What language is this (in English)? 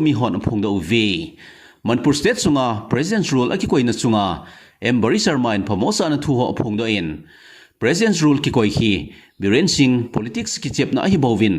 Thado Chin